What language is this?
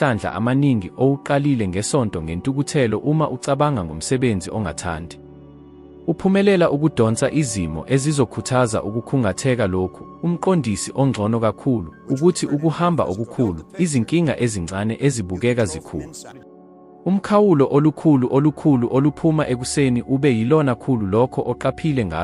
Zulu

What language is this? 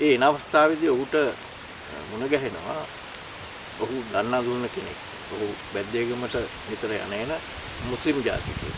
Sinhala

